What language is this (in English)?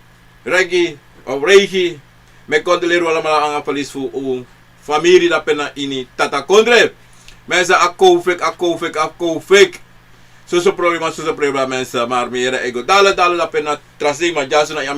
Sranan Tongo